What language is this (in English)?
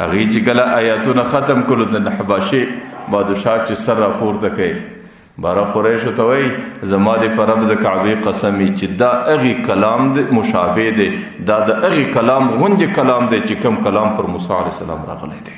Pashto